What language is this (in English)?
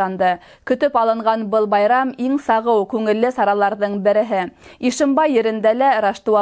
Bashkir